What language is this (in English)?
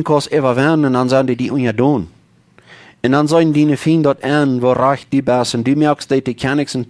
Plautdietsch